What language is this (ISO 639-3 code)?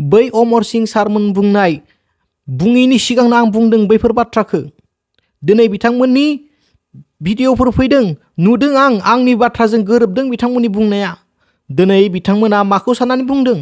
brx